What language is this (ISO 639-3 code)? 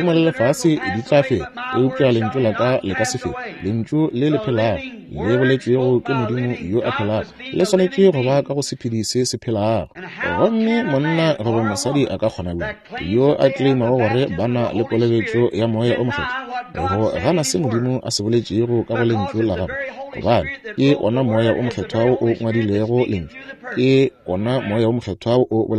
nso